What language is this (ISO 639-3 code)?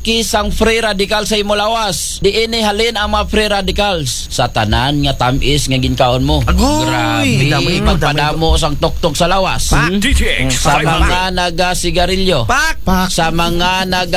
hil